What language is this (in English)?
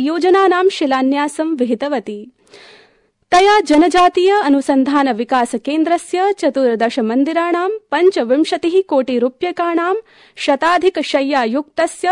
Sanskrit